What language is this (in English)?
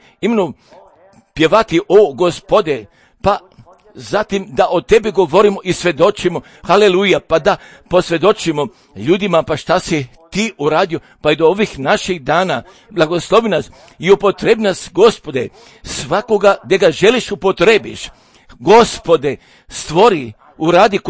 Croatian